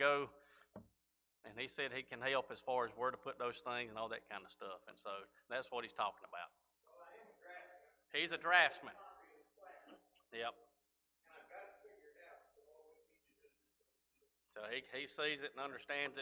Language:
English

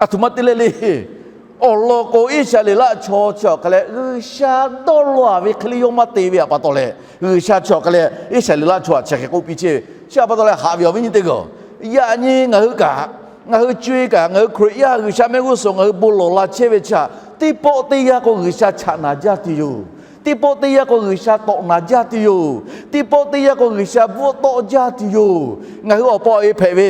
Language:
Lahu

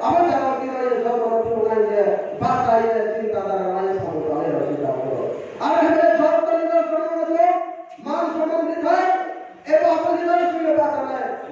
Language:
Riang (India)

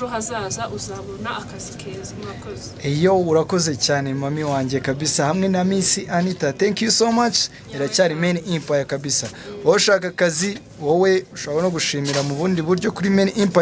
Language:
Kinyarwanda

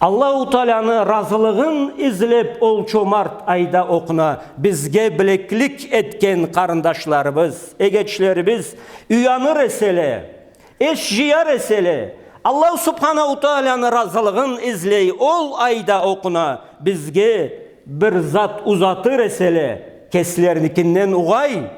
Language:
Karachay-Balkar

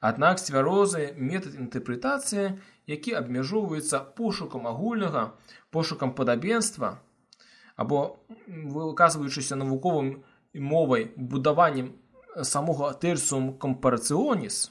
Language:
Belarusian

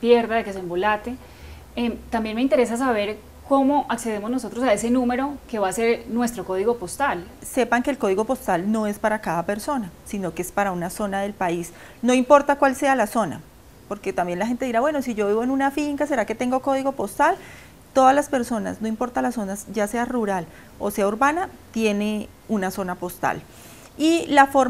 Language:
Spanish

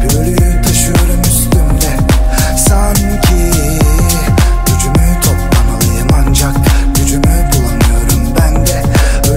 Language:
Turkish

